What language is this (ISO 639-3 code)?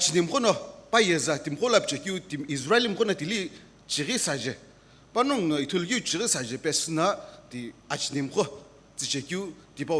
nsm